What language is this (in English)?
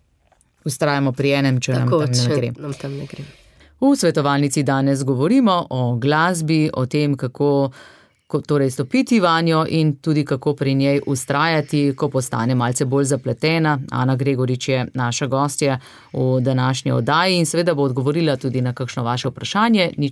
Slovenian